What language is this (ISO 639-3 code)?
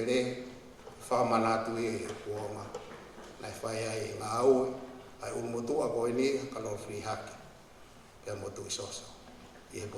ton